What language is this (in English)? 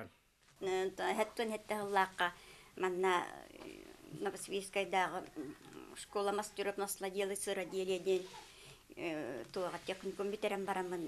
Yakut